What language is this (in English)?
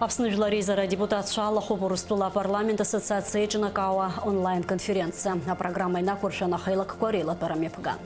Abkhazian